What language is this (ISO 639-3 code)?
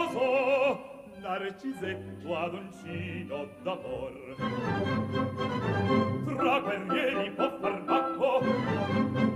ita